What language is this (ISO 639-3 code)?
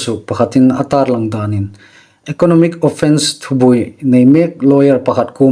hmr